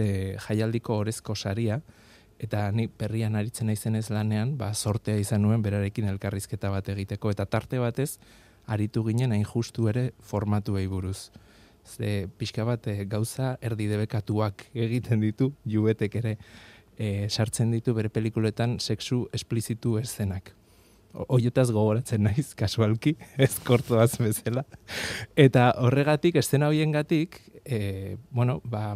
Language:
Basque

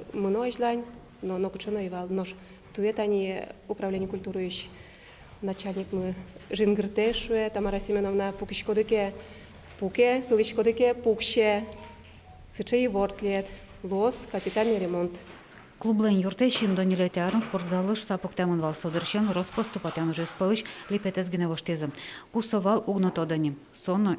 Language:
Udmurt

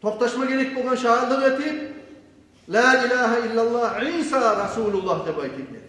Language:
Kumyk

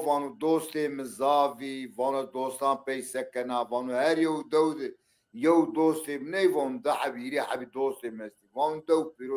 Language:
Zaza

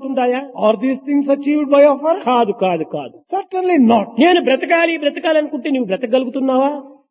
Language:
Telugu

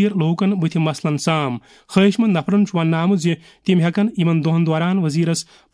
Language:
Kashmiri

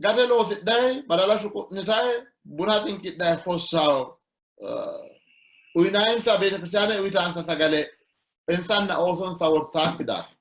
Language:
Sidamo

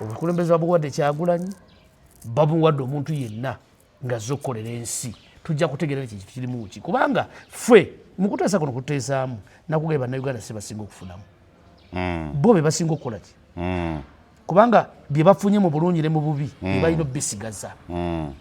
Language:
Ganda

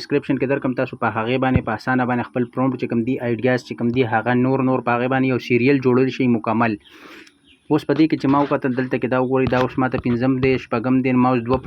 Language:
Pashto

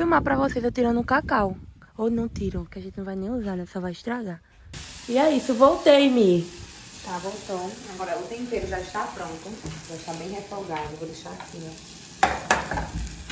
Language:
Portuguese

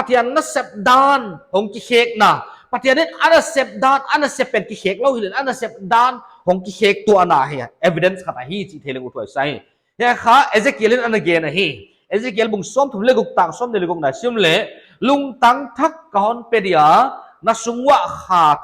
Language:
Paite Chin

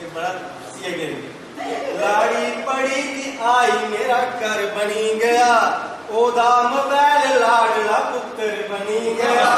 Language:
Dogri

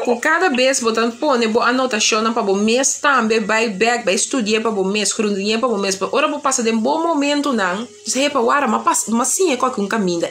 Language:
Papiamento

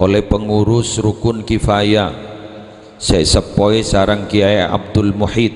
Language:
Madurese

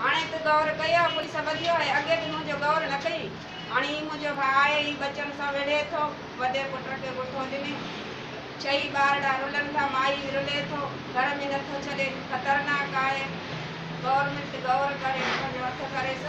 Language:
Sindhi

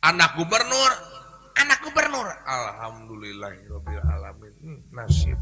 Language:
Sundanese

